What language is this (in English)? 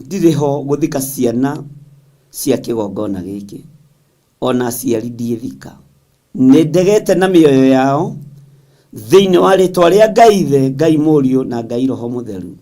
Kikuyu